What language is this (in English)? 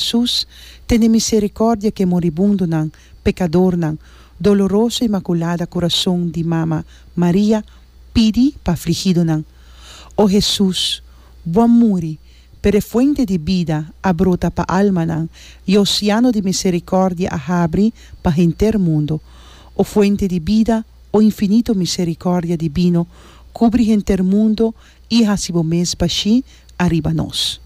Papiamento